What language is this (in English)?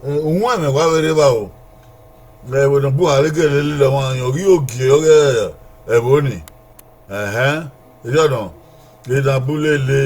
Bini